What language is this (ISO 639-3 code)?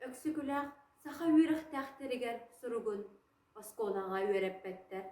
sah